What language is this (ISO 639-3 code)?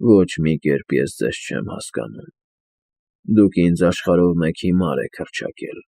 hye